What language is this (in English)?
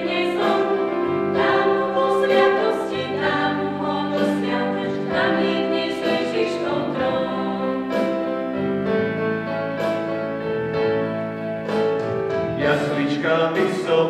Slovak